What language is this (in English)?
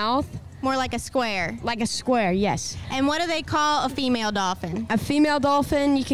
English